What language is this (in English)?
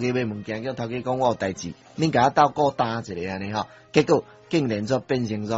Min Nan Chinese